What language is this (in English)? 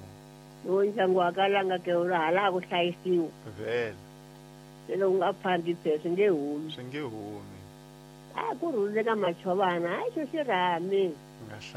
Tsonga